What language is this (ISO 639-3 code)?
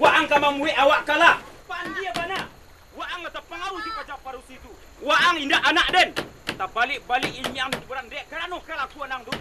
min